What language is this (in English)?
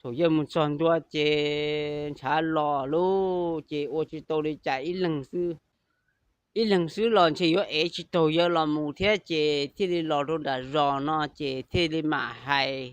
Hmong